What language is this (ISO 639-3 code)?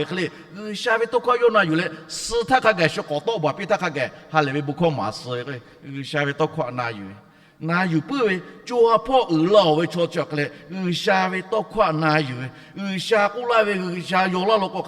lhu